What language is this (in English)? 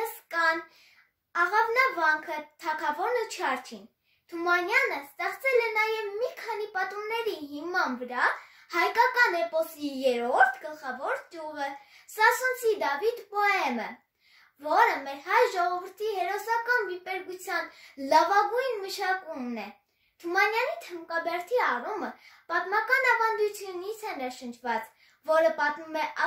Armenian